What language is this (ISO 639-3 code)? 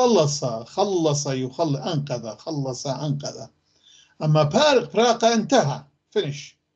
apc